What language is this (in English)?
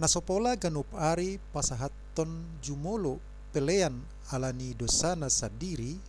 Batak Toba